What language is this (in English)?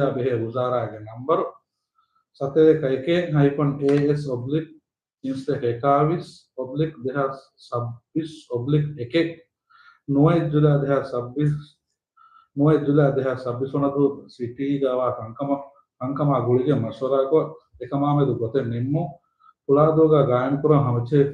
Divehi